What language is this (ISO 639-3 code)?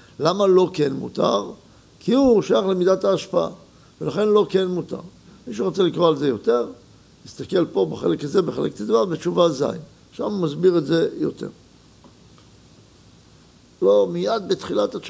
heb